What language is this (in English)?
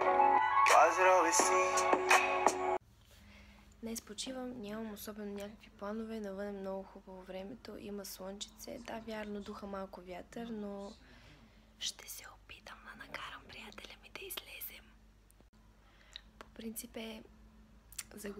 Bulgarian